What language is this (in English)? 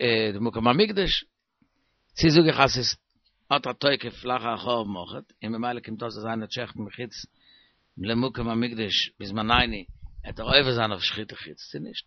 Yiddish